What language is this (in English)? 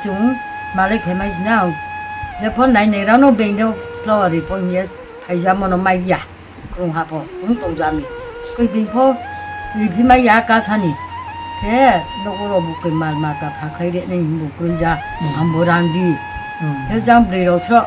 Riang (India)